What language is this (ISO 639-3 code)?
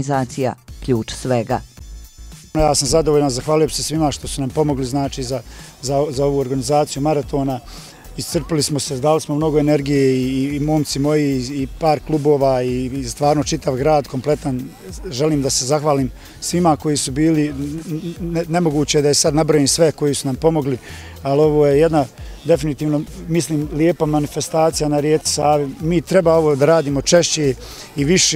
bos